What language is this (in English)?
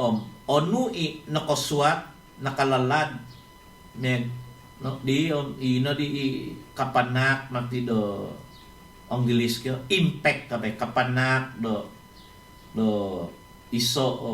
Central Dusun